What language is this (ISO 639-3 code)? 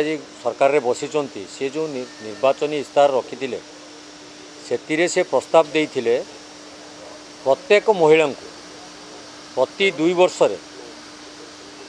ori